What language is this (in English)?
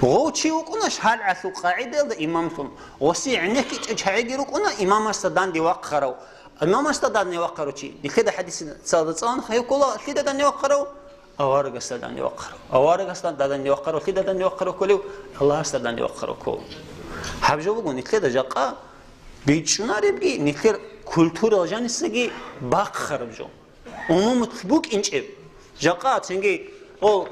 Avaric